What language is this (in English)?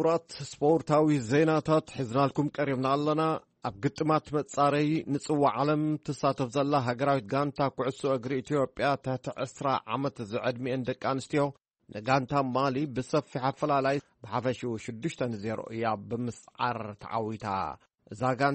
Tigrinya